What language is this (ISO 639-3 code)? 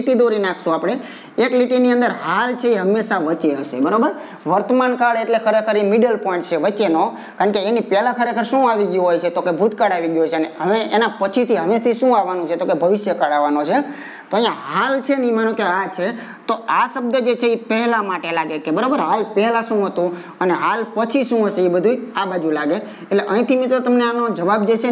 guj